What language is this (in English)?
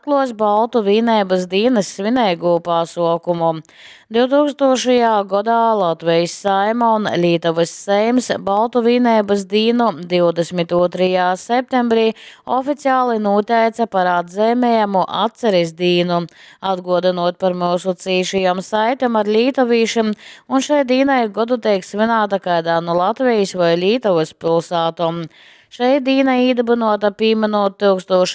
Latgalian